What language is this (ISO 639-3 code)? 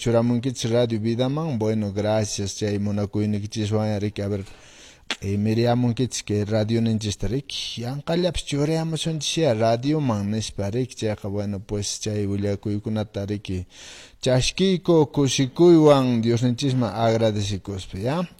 que